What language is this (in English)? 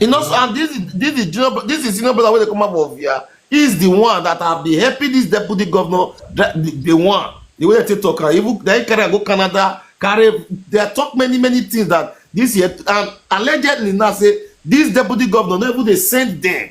Nigerian Pidgin